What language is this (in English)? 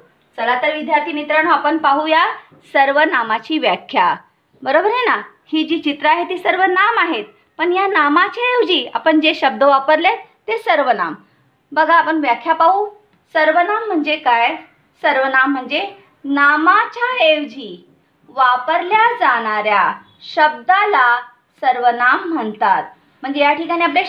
Marathi